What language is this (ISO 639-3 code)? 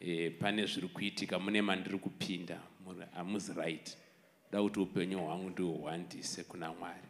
sna